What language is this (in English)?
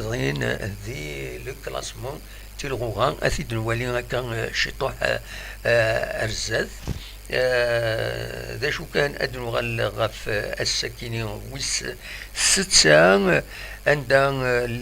Kabyle